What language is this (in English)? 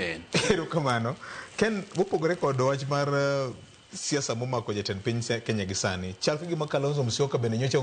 Luo (Kenya and Tanzania)